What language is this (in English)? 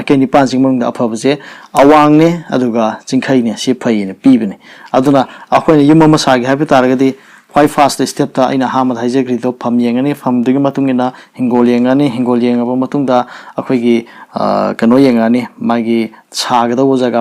Manipuri